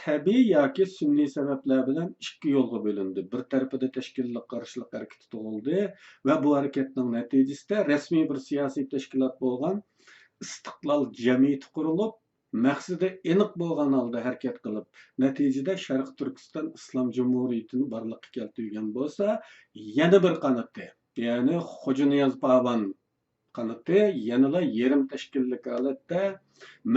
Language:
Uyghur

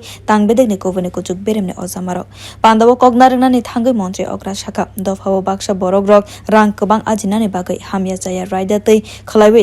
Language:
Kok Borok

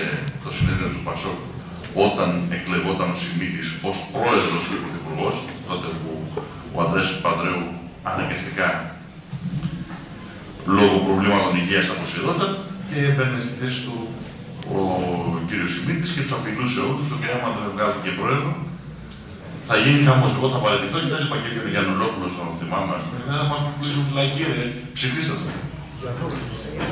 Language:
Greek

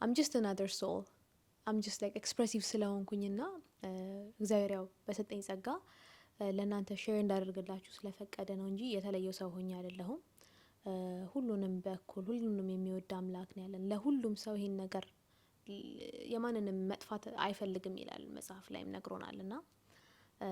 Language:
Amharic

